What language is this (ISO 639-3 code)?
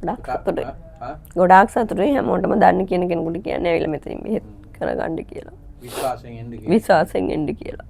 sin